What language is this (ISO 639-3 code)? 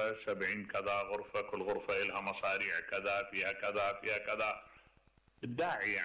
acm